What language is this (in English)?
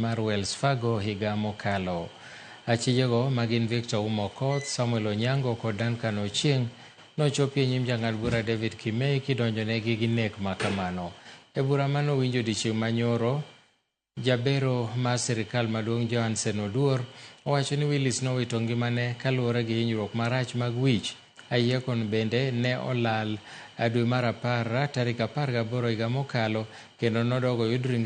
Luo (Kenya and Tanzania)